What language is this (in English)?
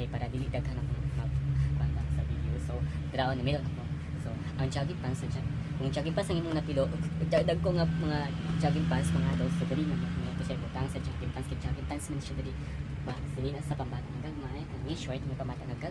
Cebuano